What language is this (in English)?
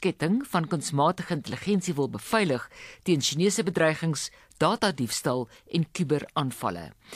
Afrikaans